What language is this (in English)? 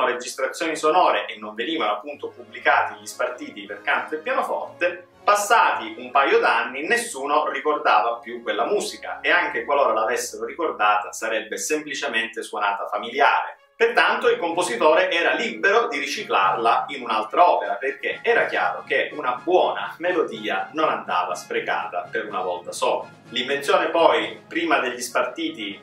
Italian